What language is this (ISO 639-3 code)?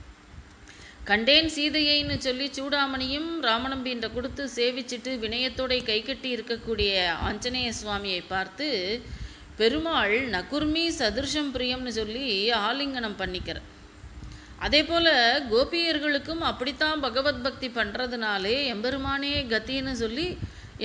tam